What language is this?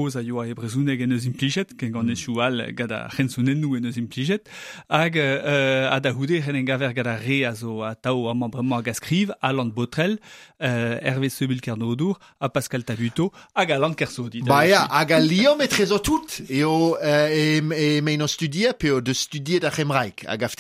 Breton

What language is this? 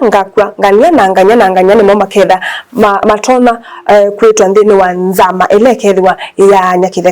Kamba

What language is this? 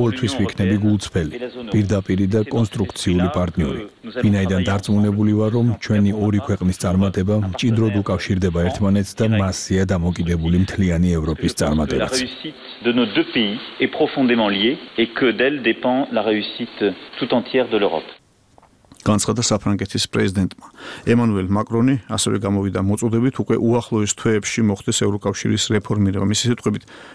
Georgian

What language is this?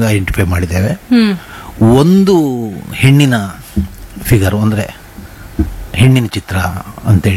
Kannada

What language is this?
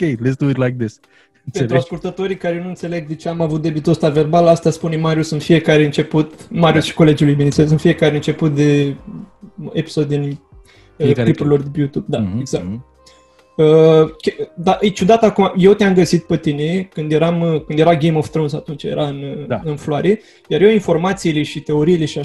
Romanian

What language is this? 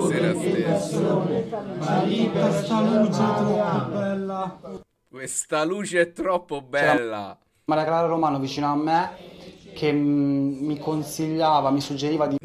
Italian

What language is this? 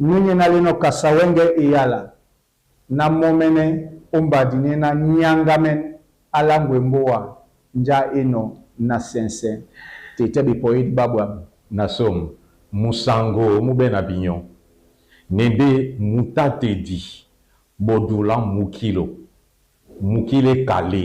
Duala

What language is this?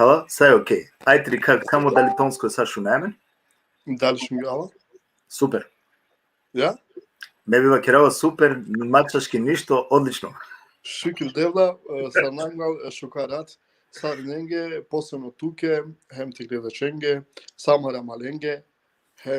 Balkan Romani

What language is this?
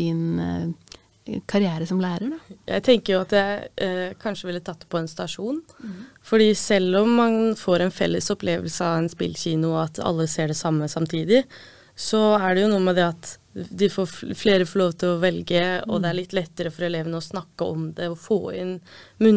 Norwegian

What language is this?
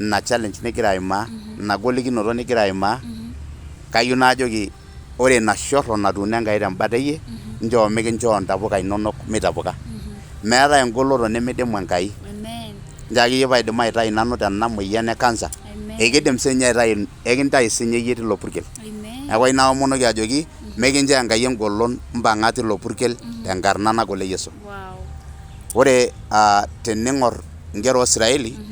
Masai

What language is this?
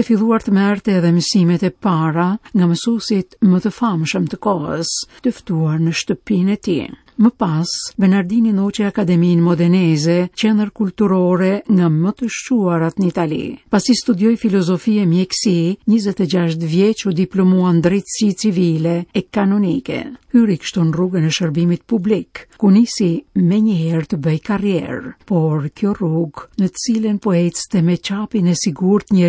Albanian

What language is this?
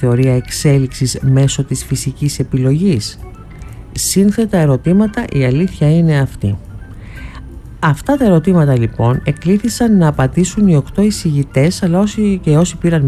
Greek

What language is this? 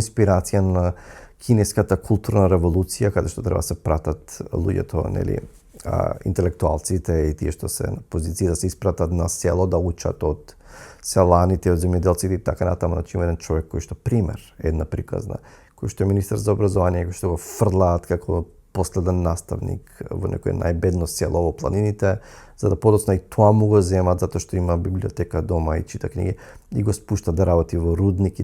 Macedonian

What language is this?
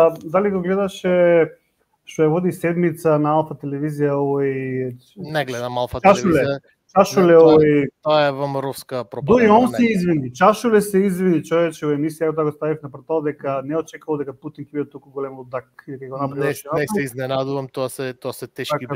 Macedonian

